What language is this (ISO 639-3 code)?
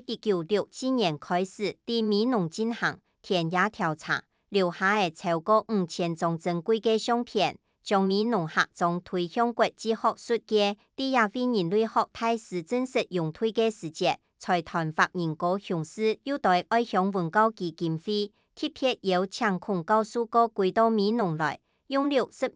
hak